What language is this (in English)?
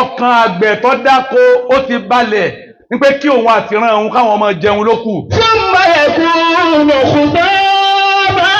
Yoruba